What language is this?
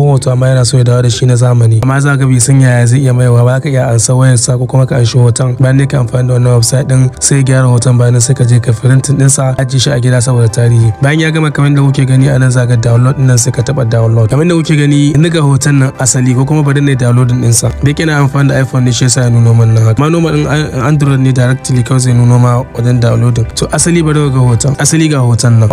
Hausa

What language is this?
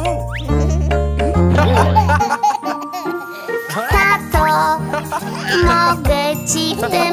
Polish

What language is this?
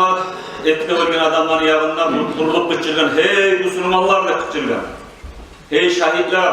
Kumyk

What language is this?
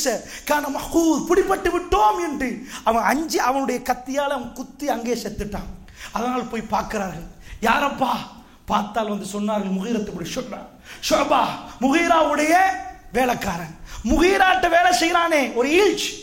Tamil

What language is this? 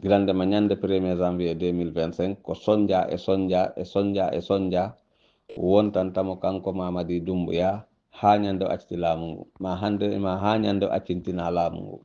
Fula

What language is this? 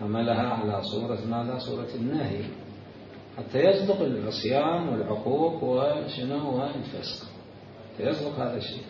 Mesopotamian Arabic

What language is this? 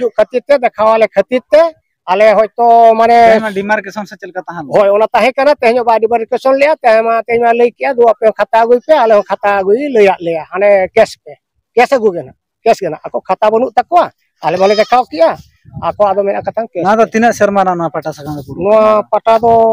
Santali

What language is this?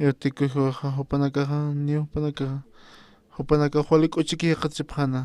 Aymara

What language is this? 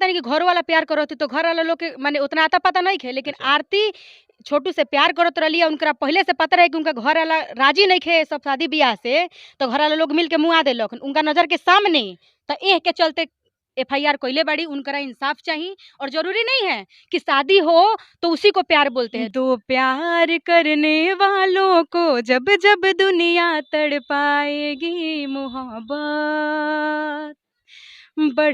Bhojpuri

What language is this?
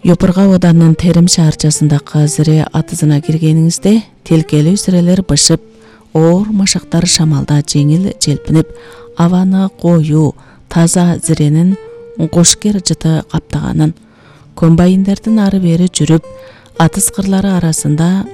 Kyrgyz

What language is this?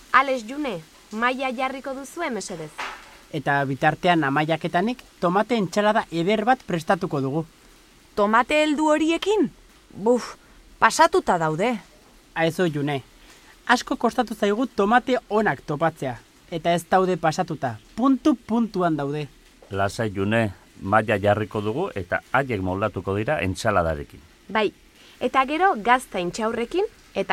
Basque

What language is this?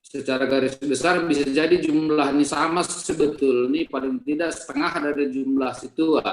Batak Simalungun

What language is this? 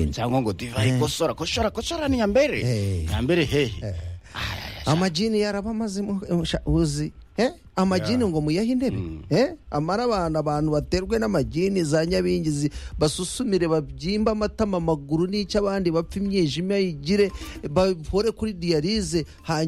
Kinyarwanda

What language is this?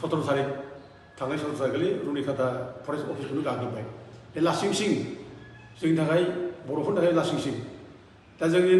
Bodo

